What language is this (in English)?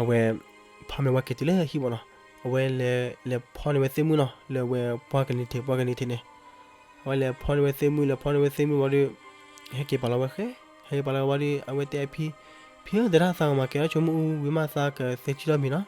S'gaw Karen